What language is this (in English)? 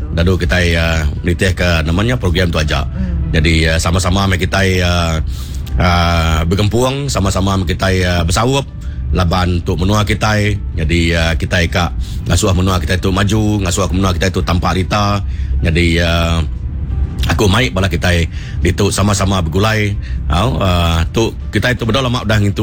Iban